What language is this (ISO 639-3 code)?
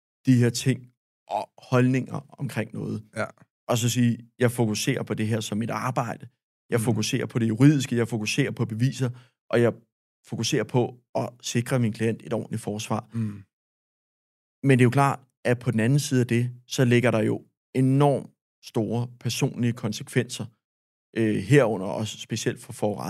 dan